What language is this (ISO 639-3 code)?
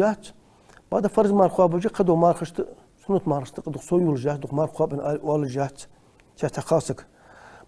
inh